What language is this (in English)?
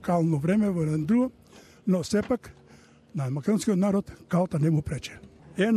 Macedonian